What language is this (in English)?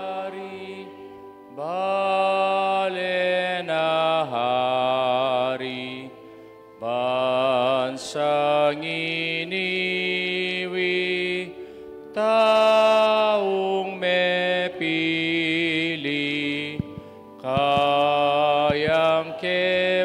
Pampanga